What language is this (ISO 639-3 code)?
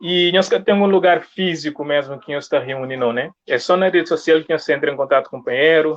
kea